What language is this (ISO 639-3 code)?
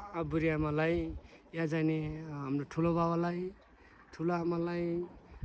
nep